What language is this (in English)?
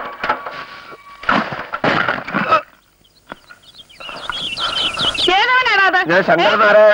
Malayalam